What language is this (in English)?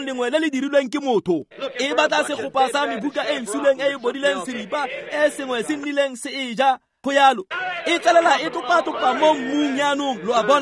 Tswana